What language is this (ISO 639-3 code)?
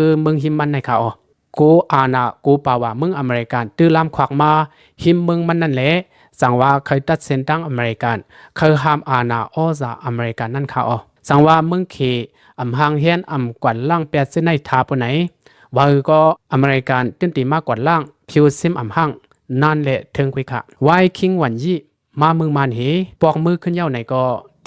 lao